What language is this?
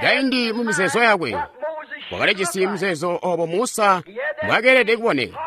Tonga (Zambia)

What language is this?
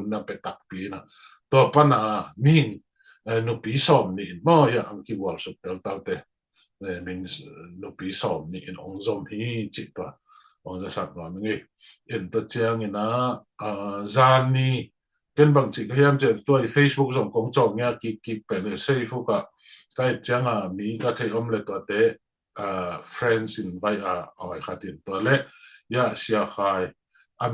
Tedim Chin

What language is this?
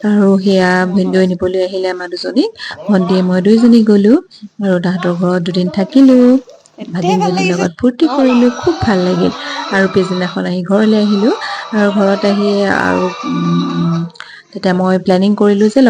Assamese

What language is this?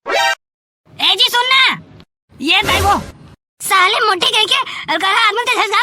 Chhattisgarhi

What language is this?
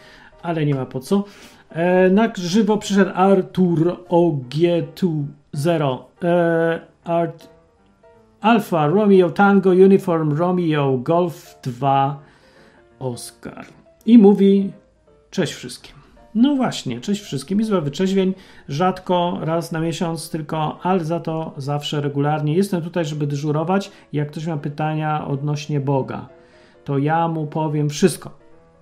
Polish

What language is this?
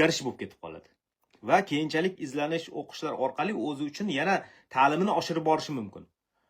Uzbek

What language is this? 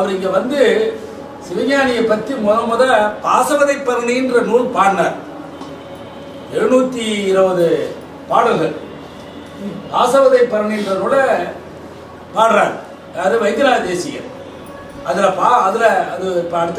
Tamil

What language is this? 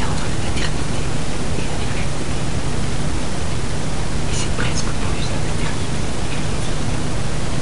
French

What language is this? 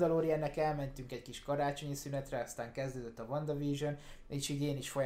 Hungarian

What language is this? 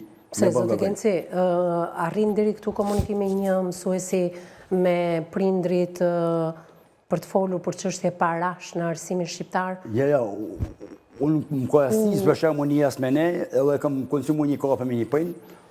Albanian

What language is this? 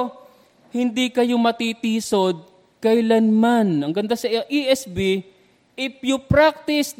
Filipino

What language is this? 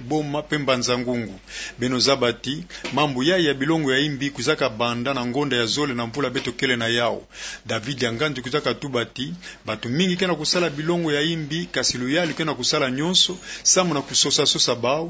Kituba (Democratic Republic of Congo)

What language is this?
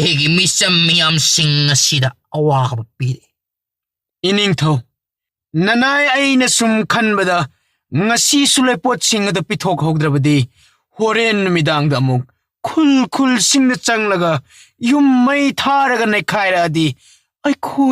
Manipuri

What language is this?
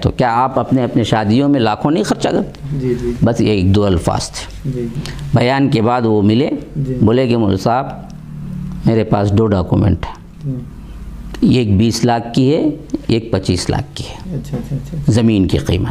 Urdu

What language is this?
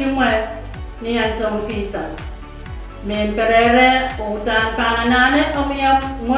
Pohnpeian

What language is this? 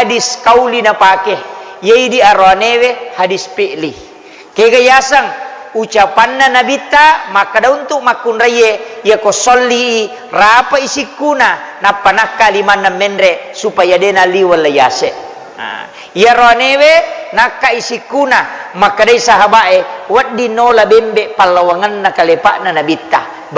Buginese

